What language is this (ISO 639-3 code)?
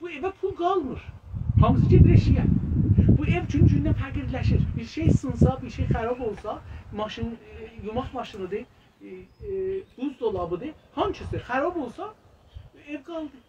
azb